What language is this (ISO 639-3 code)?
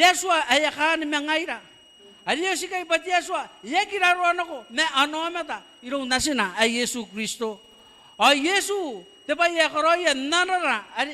gil